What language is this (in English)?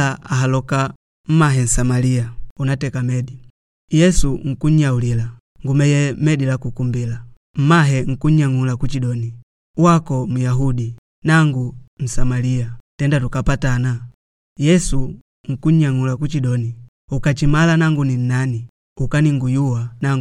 Makonde